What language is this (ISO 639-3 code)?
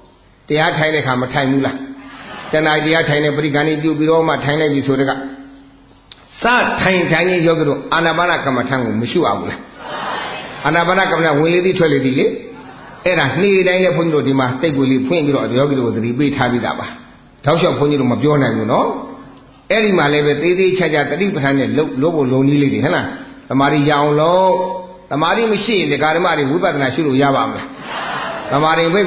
mya